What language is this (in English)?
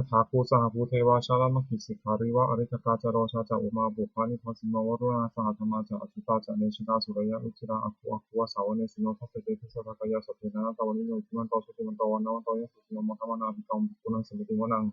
Pali